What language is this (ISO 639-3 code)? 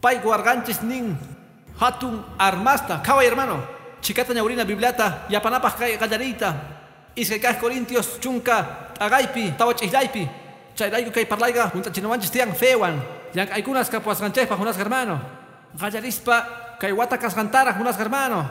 que